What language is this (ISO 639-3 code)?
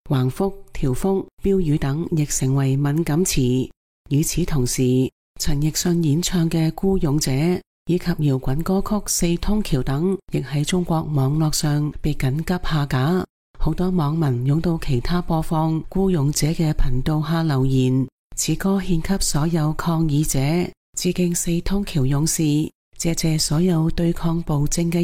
yue